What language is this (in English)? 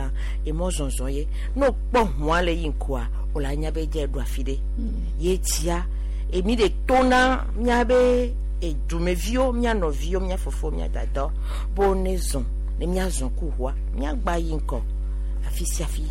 Gen